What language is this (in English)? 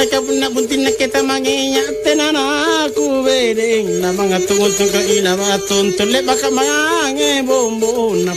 Makasar